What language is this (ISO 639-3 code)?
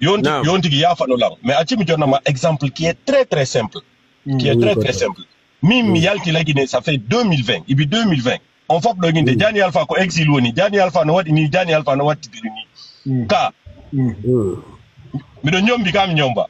ful